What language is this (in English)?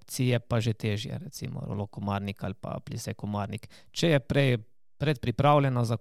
Slovenian